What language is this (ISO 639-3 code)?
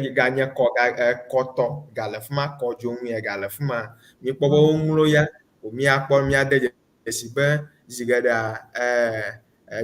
ewe